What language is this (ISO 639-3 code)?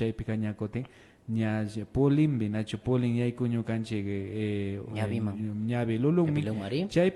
qvi